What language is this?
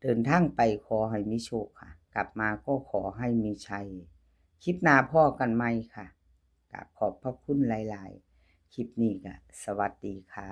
Lao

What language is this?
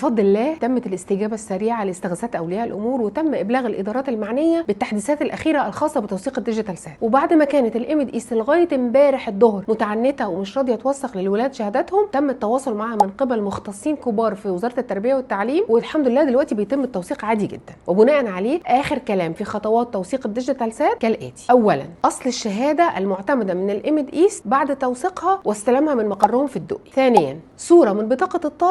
Egyptian Arabic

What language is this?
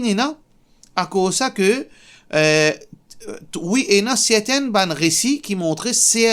Morisyen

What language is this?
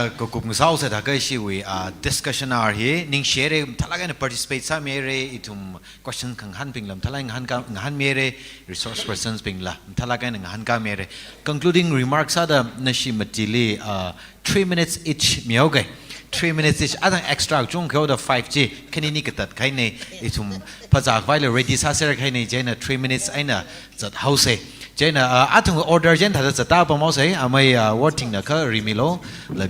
Tangkhul Naga (India)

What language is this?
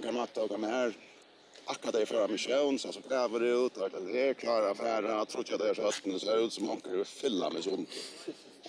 Faroese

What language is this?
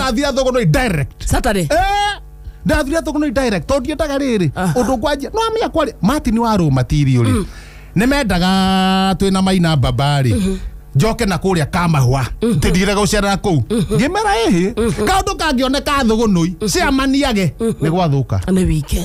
Kikuyu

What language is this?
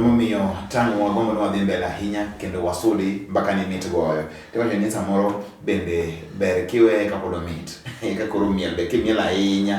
Luo (Kenya and Tanzania)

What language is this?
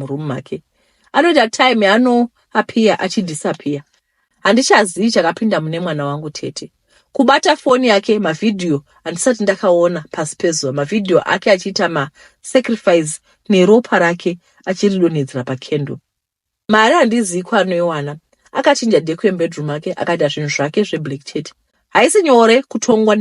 Shona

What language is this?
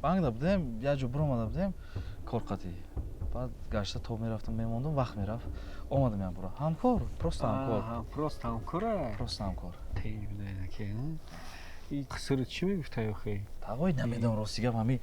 Tajik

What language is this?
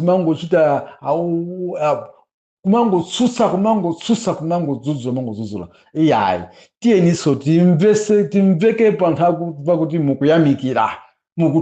Nyanja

